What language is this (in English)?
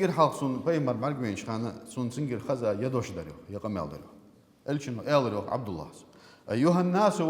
Ingush